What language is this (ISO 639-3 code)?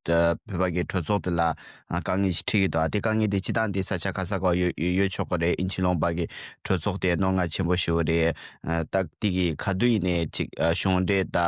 bod